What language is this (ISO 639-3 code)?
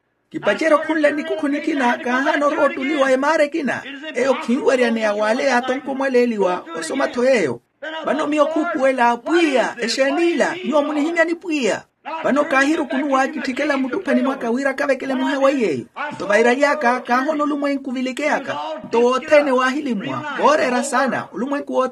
vmw